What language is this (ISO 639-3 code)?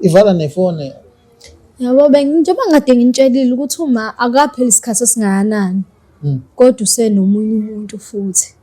zul